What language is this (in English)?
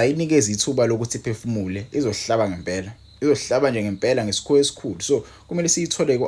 Zulu